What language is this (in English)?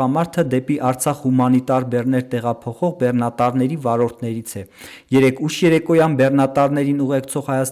Armenian